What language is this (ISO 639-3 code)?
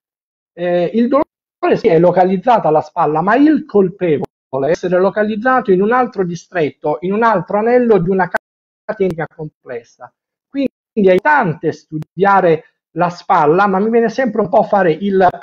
ita